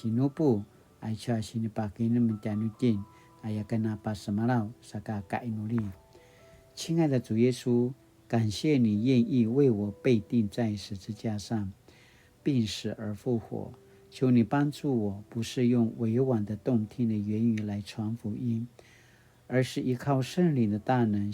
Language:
Paiwan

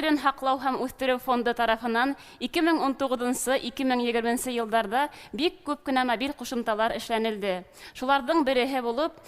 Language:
Bashkir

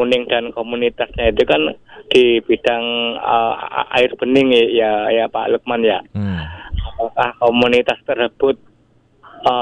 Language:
Indonesian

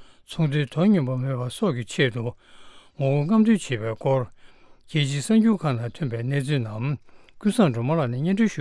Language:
Tibetan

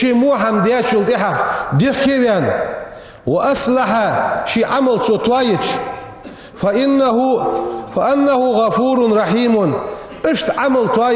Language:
Ingush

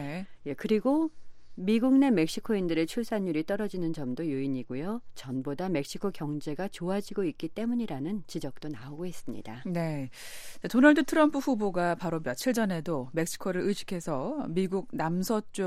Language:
Korean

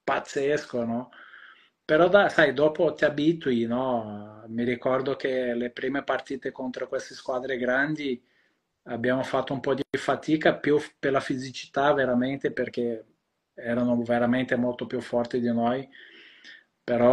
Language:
Italian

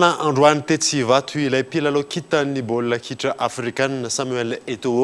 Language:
Malagasy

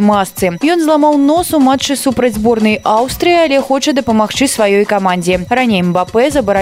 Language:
Belarusian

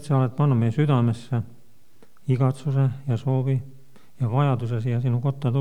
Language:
Estonian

